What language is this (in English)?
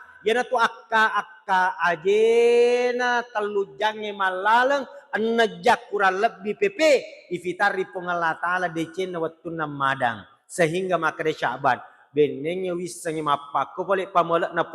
Buginese